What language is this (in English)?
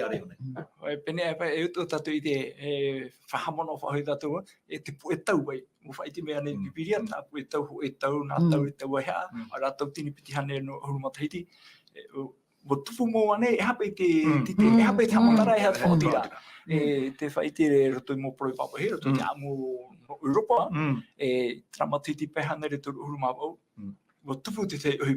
Tahitian